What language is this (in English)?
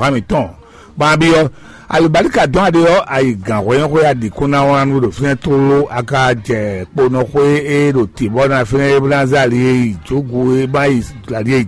Fon